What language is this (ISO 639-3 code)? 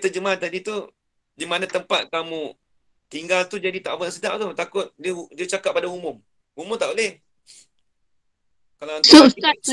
msa